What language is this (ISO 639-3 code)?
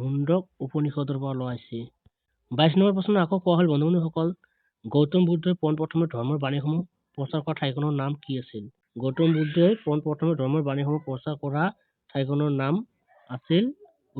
asm